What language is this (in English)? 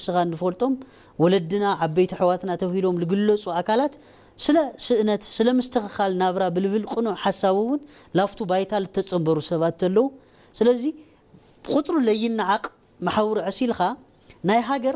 Tigrinya